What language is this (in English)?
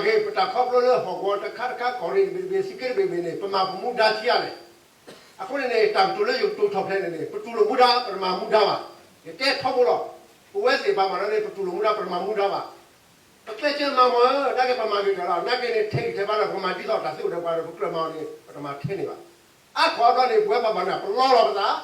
S'gaw Karen